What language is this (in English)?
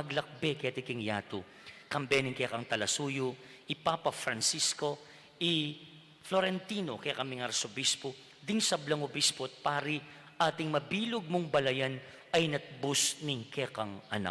Pampanga